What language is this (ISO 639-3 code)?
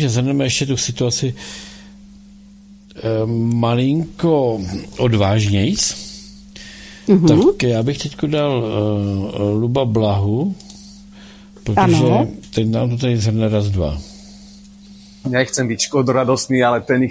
ces